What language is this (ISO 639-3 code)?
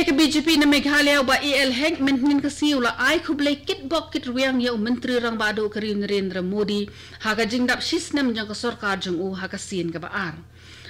kha